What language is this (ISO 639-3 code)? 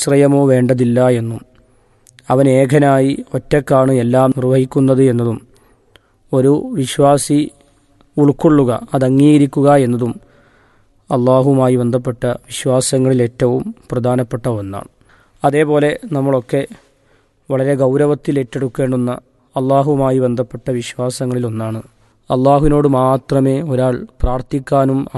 mal